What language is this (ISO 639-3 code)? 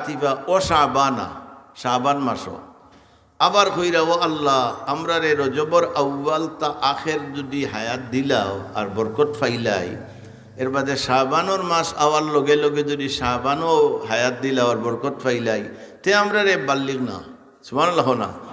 syl